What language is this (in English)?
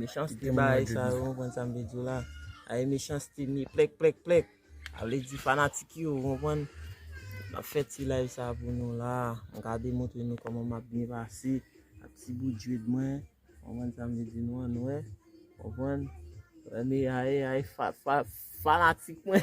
Haitian Creole